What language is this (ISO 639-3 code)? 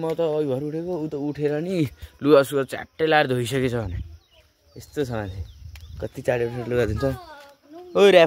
nep